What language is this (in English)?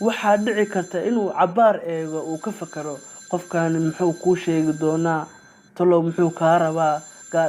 Somali